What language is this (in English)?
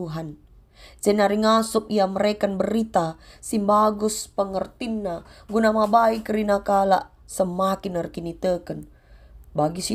Batak Karo